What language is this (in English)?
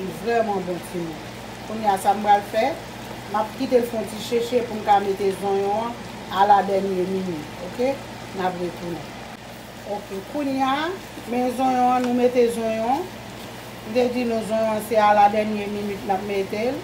Haitian Creole